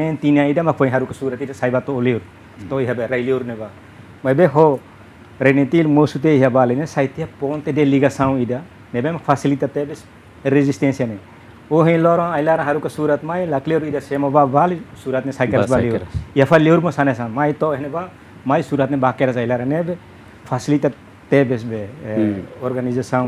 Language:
Tetum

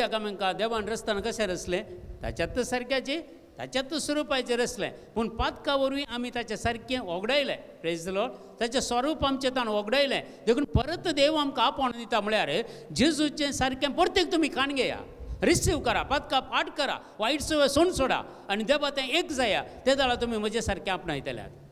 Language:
Konkani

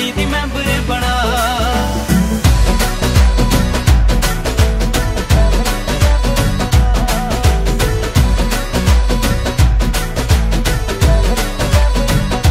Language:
Punjabi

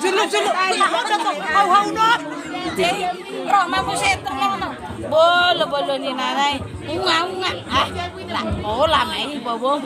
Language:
Batak Toba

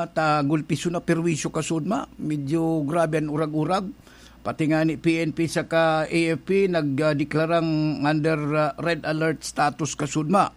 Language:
Bikol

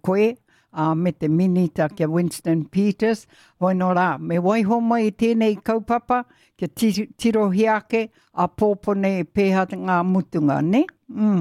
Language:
Māori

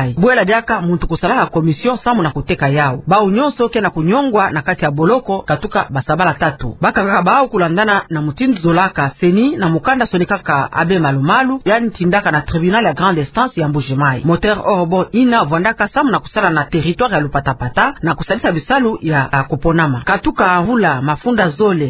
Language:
Kituba (Democratic Republic of Congo)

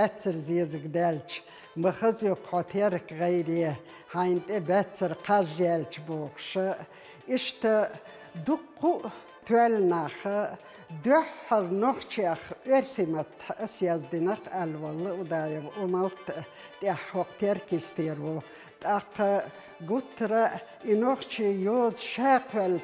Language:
Chechen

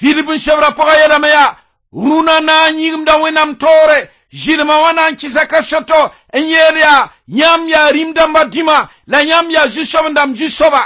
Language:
Mossi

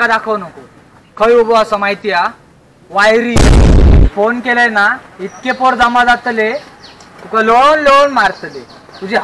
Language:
Konkani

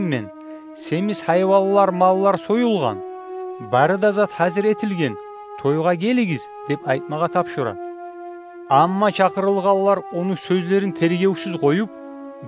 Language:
Kumyk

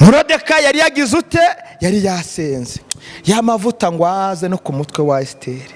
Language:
Kinyarwanda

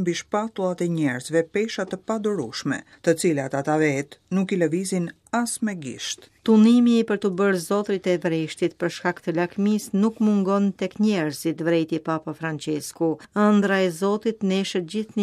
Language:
Albanian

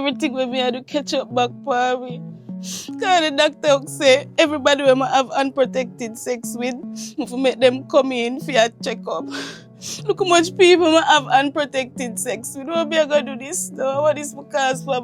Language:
Jamaican Creole English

